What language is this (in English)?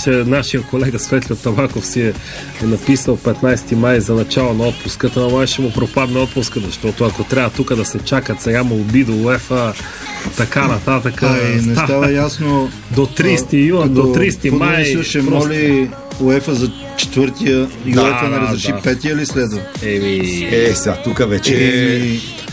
Bulgarian